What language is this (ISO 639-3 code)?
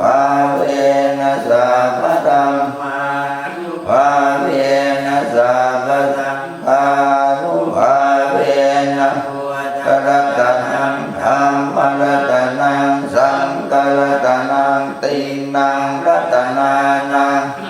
pli